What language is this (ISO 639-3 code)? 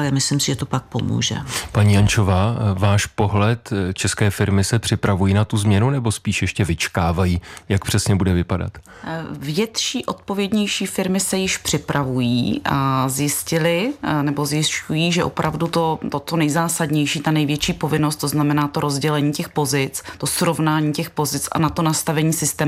ces